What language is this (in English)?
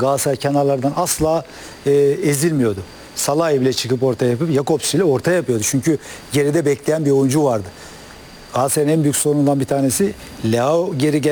Turkish